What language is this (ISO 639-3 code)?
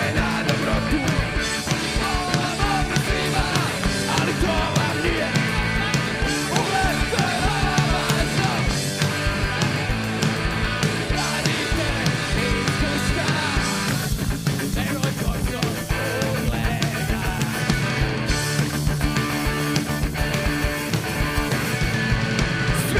hrv